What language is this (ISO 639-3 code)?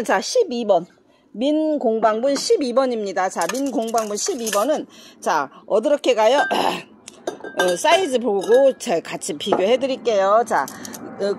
kor